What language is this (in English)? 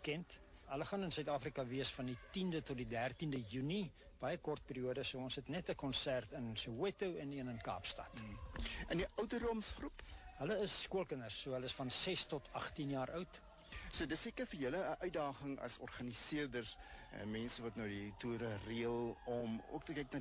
Afrikaans